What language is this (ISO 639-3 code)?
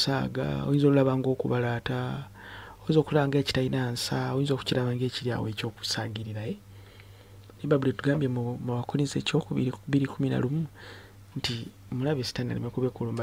lug